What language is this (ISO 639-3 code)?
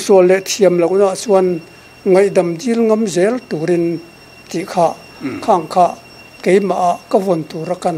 lus